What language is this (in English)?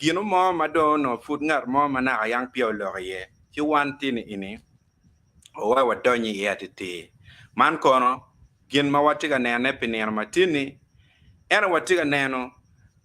Acoli